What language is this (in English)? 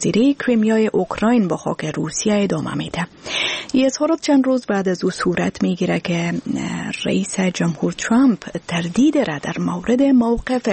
Persian